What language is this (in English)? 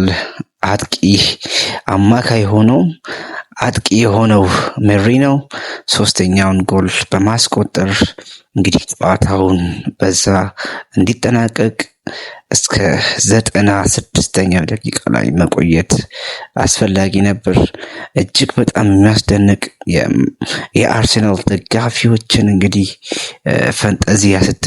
Amharic